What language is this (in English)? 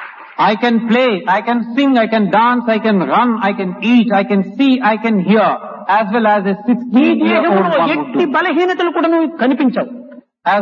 Telugu